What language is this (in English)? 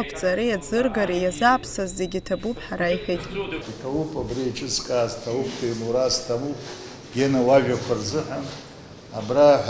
Abkhazian